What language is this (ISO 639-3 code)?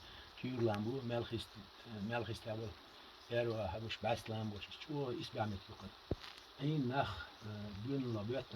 che